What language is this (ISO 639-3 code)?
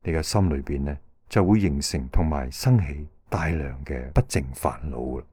yue